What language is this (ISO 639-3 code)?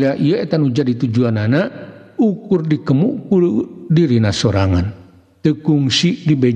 sun